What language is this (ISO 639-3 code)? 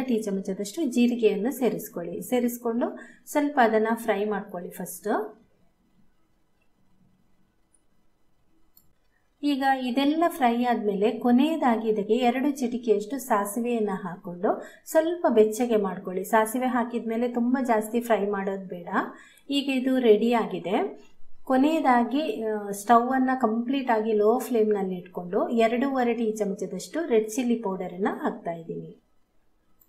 kan